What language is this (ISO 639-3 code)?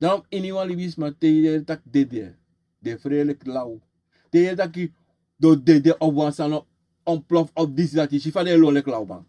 srn